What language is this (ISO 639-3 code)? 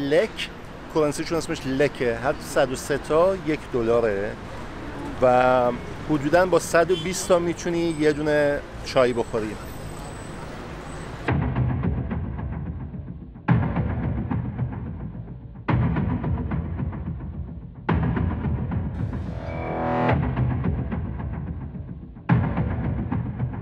fas